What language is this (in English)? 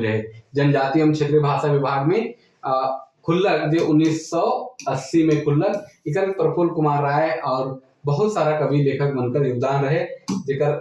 Sadri